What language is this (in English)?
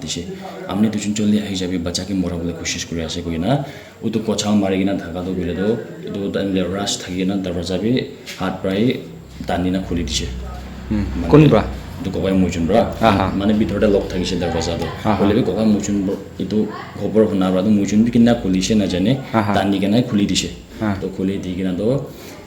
Naga Pidgin